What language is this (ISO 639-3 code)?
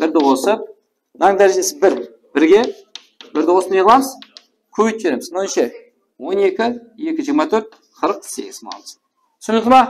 kaa